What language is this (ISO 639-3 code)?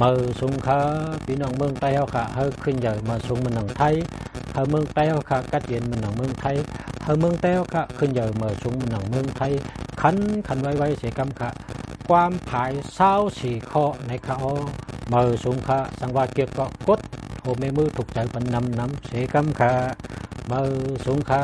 shn